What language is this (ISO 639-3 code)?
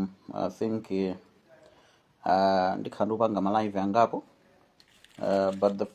nya